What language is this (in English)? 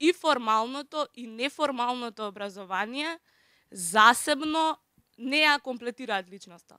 Macedonian